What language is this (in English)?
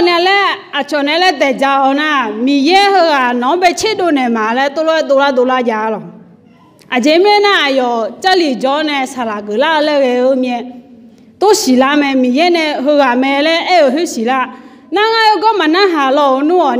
Akha